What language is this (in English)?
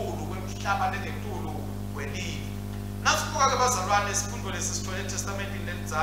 Swati